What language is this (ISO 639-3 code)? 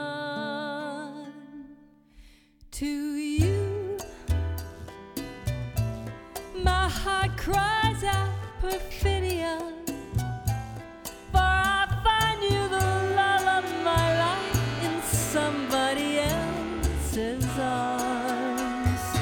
ell